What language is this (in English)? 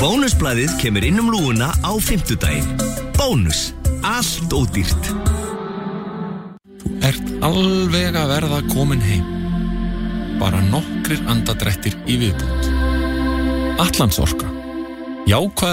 Icelandic